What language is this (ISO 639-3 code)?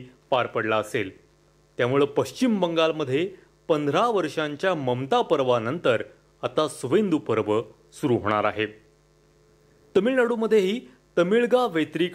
mar